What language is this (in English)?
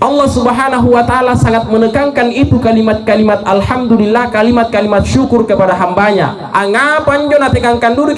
Makasar